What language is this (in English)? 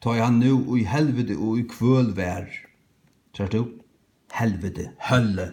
Faroese